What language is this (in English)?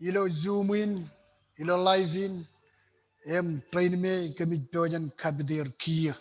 Marshallese